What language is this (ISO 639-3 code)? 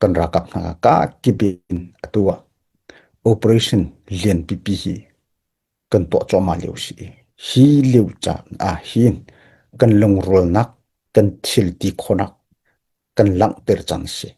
cnh